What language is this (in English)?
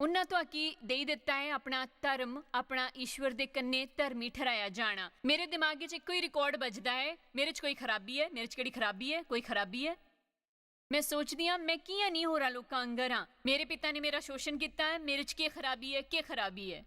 Dogri